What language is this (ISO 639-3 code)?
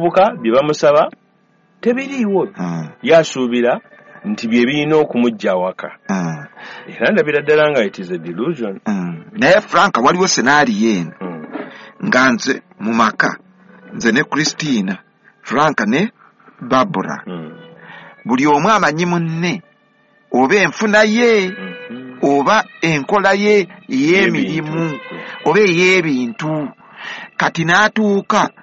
lug